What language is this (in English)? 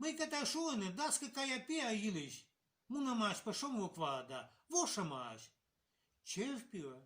Komi